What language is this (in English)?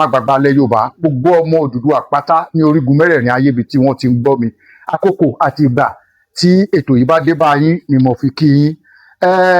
Yoruba